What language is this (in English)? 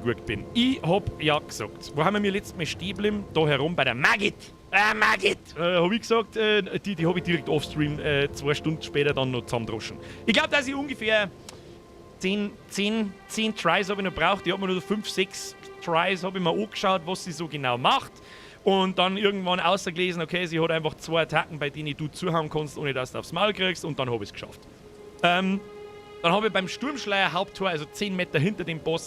Bavarian